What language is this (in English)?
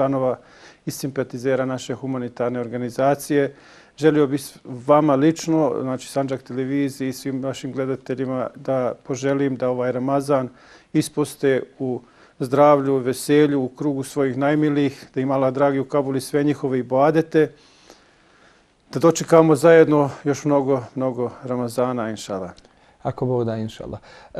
Bosnian